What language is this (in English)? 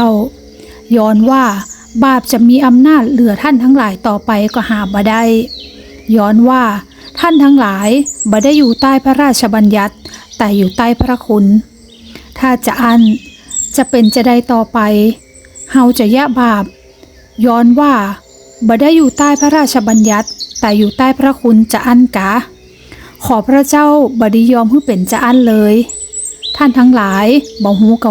Northern Thai